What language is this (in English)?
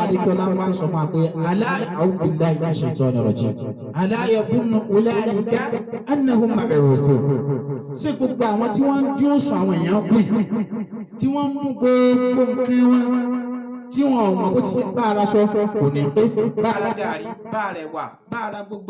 Yoruba